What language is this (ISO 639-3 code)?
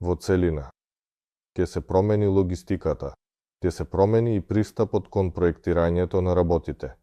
mkd